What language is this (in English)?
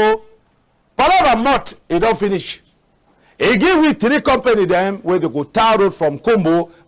Cameroon Pidgin